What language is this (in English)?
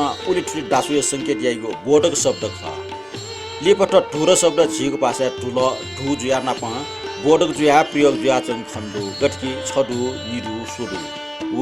Newari